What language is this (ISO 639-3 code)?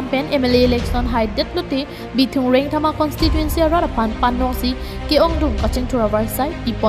mjw